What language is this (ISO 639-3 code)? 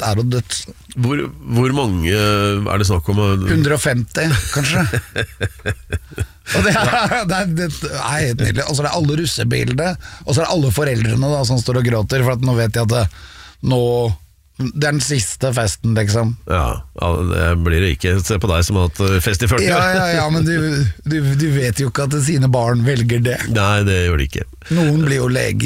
nor